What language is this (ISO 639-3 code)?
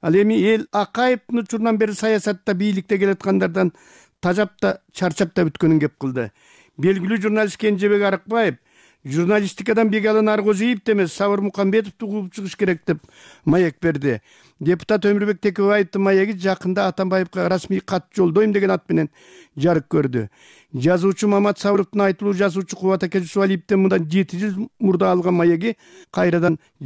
kir